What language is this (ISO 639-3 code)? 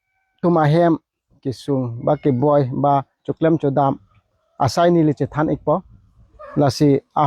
mjw